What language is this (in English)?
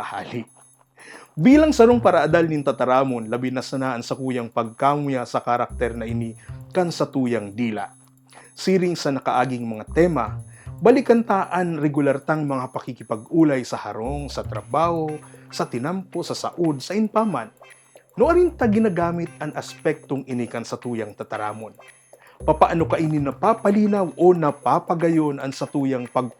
Bikol